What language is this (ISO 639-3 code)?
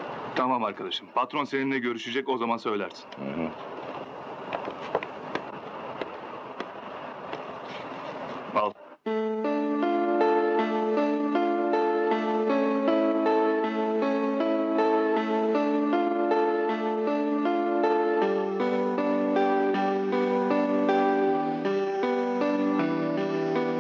tur